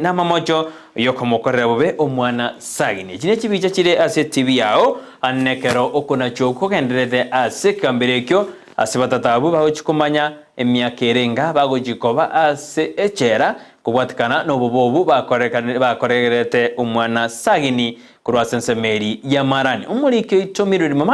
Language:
Gusii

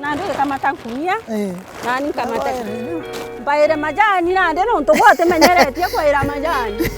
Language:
Meru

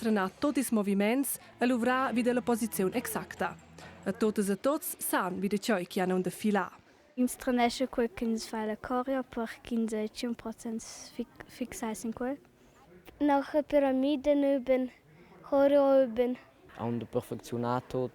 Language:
Romansh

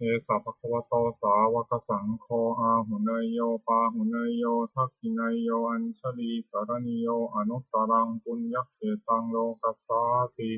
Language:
Pali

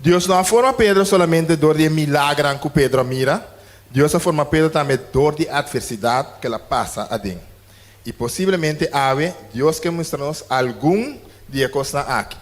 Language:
Papiamento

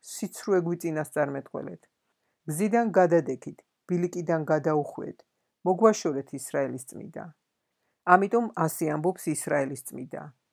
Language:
Georgian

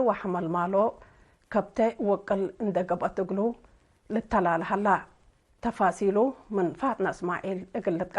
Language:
Tigre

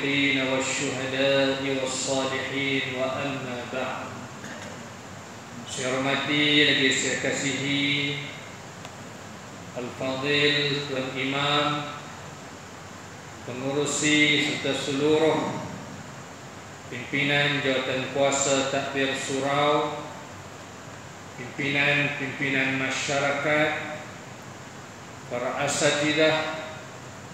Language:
Malay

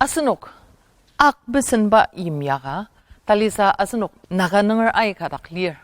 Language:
Ao Naga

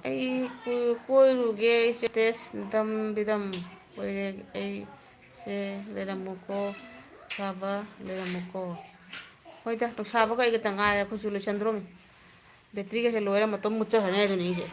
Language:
Manipuri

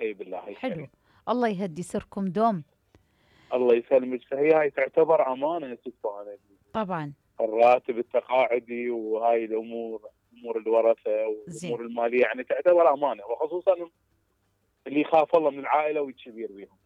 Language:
Mesopotamian Arabic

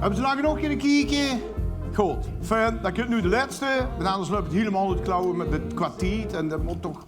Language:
Limburgish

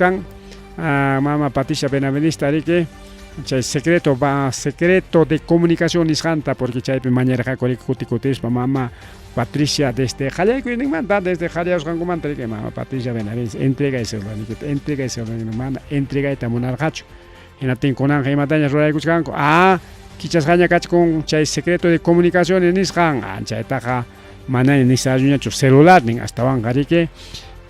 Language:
Ayacucho Quechua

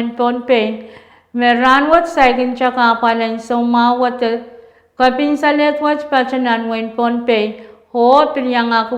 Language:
Pohnpeian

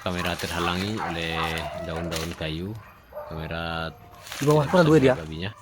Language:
Minangkabau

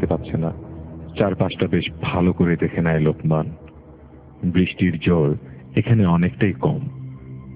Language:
Bangla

